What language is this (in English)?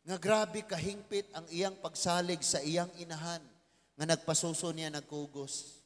Cebuano